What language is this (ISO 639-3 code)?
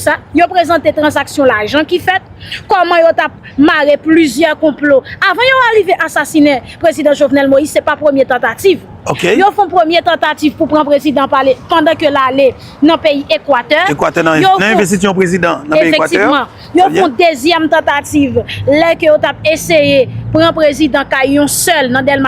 hat